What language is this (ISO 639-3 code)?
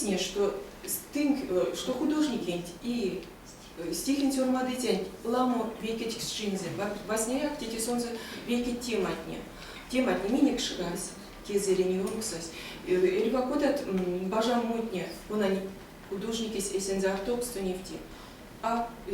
myv